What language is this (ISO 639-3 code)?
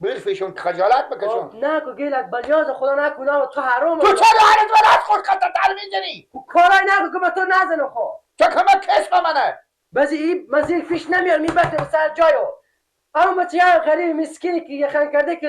fas